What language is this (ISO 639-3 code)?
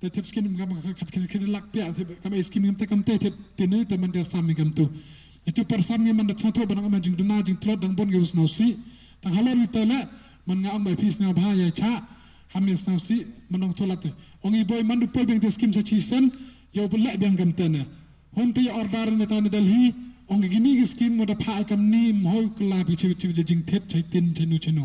kha